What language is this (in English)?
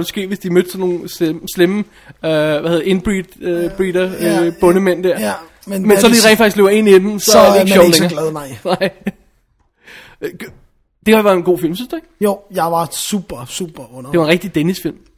Danish